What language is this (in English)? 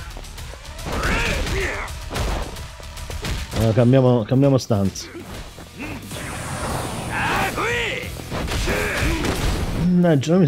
Italian